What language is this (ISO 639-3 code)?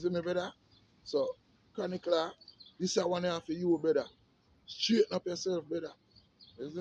jam